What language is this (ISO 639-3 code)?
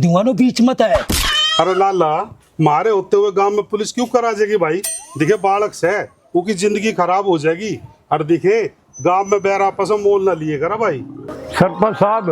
bgc